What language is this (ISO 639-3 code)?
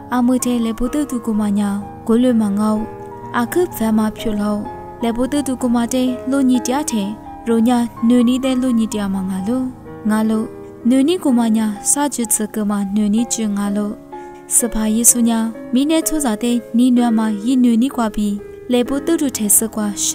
lis